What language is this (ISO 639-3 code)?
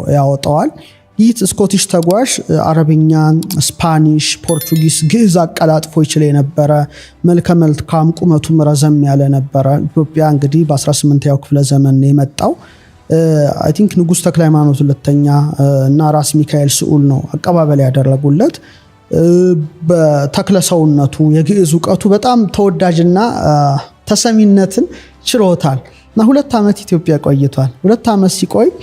amh